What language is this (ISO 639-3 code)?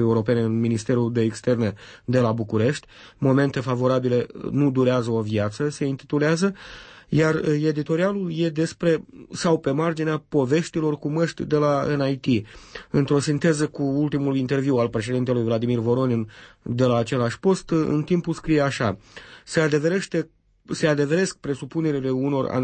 ron